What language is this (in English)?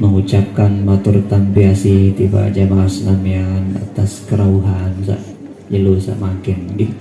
Sasak